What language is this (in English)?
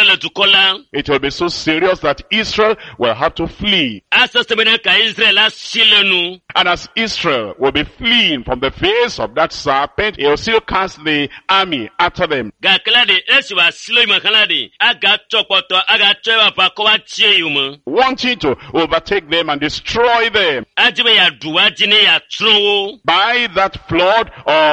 Ewe